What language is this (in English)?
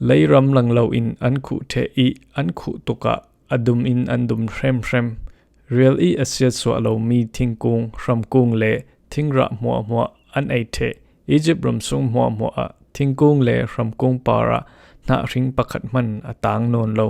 Falam Chin